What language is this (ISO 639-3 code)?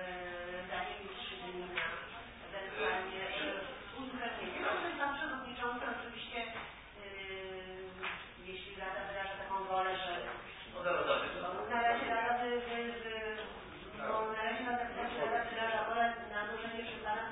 pol